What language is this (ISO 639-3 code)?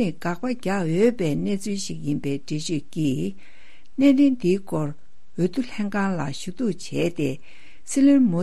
bod